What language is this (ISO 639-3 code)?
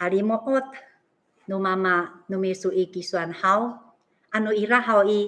ami